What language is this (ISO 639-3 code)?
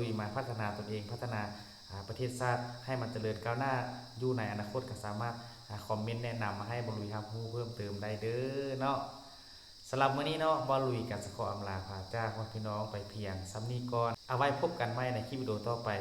lao